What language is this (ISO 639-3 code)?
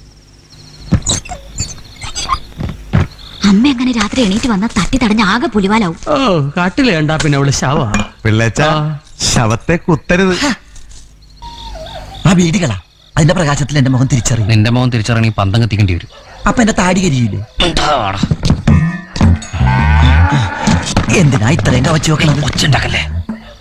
mal